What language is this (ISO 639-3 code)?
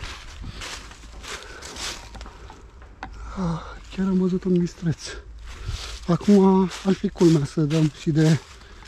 ron